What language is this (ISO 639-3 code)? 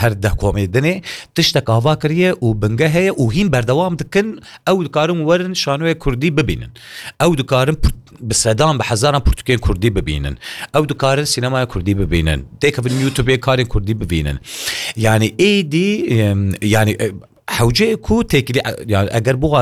kur